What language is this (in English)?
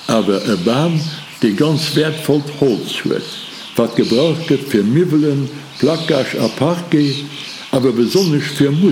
Luxembourgish